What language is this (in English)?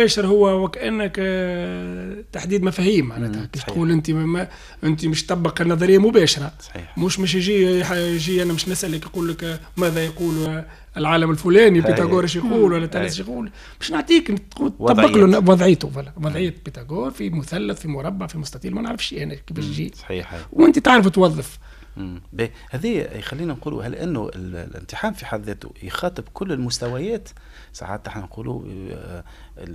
Tunisian Arabic